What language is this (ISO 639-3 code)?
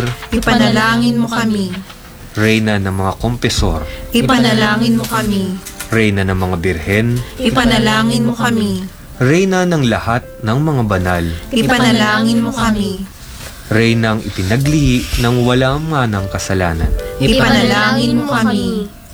fil